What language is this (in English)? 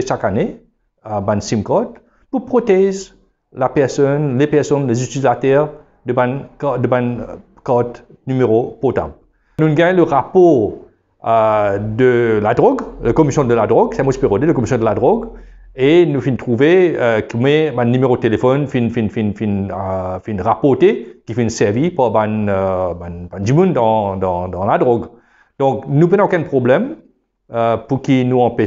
Morisyen